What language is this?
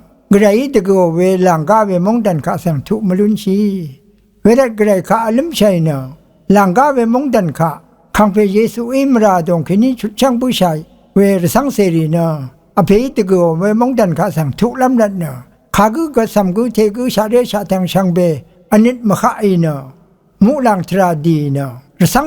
Rawang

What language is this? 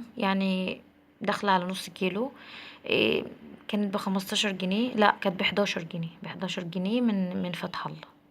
Egyptian Arabic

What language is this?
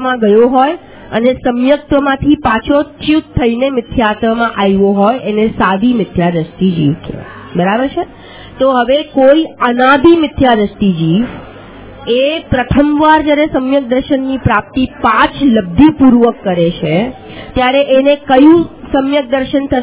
Gujarati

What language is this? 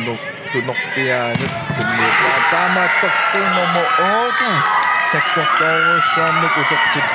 Kalaallisut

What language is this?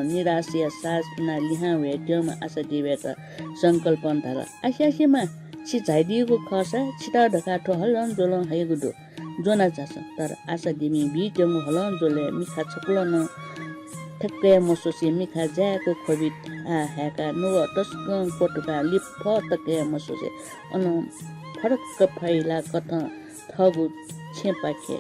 Newari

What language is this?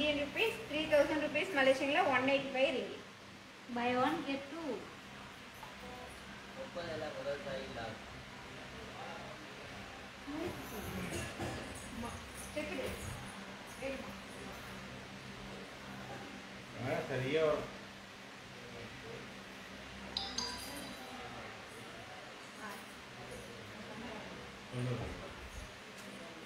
Tamil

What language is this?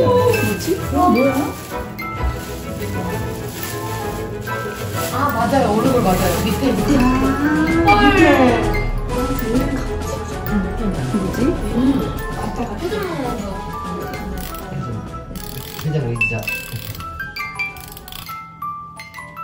Korean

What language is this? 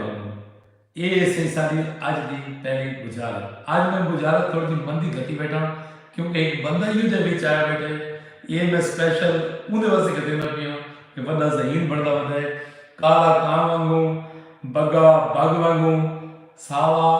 Saraiki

